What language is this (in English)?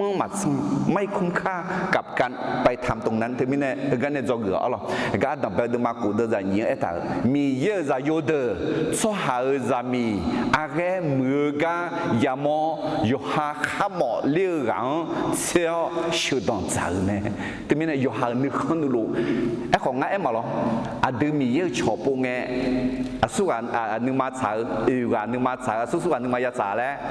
Akha